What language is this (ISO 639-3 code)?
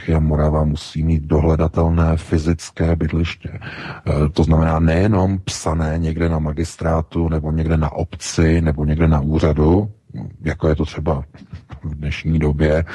ces